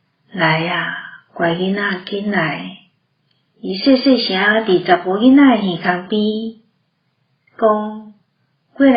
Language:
Min Nan Chinese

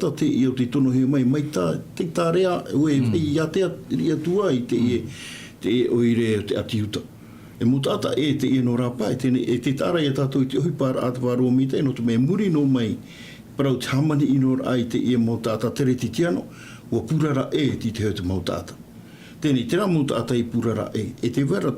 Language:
Tahitian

